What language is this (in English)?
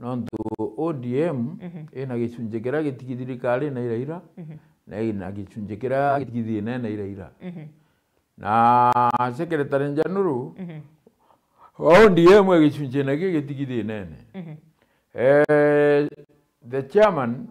Meru